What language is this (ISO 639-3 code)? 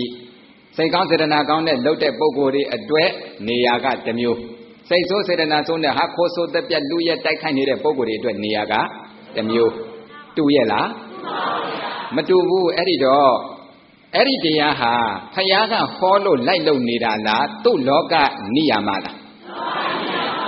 mya